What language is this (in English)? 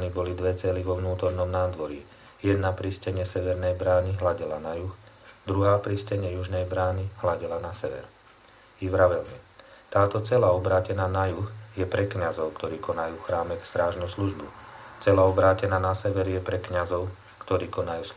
Slovak